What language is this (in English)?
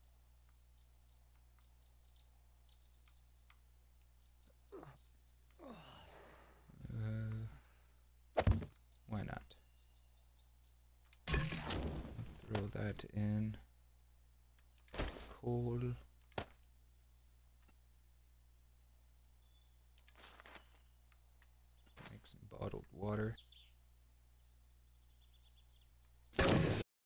English